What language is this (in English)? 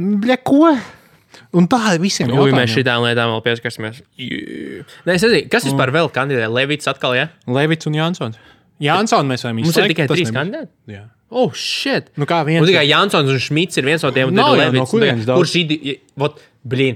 Latvian